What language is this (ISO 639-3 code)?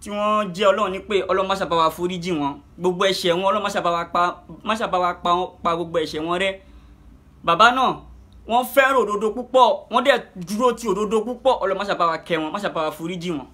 yor